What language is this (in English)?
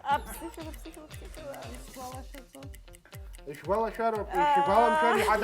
Abkhazian